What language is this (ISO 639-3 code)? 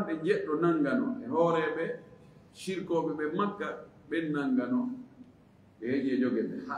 ful